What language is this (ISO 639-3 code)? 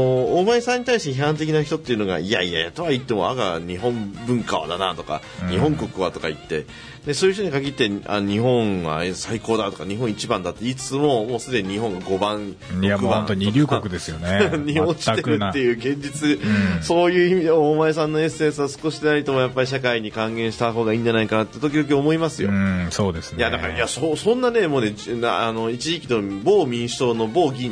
jpn